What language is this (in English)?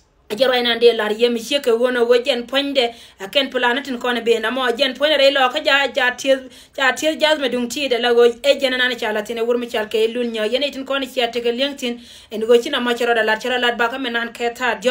Nuer